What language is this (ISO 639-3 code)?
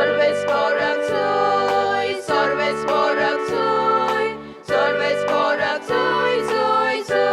kok